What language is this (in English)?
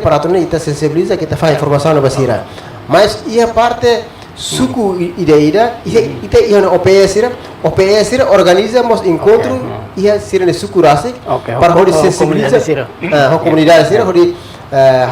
Tetum